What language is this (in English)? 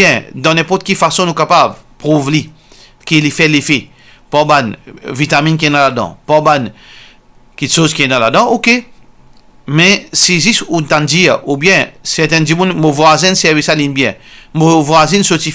Morisyen